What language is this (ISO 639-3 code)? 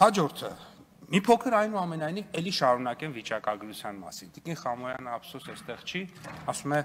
hye